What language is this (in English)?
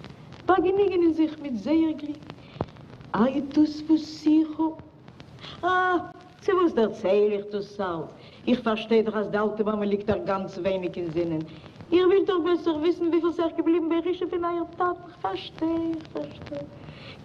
Yiddish